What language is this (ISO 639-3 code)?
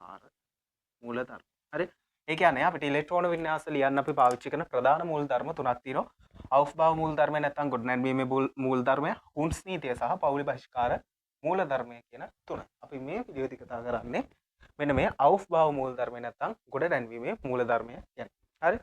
sin